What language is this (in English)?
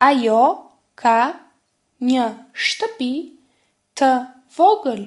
Albanian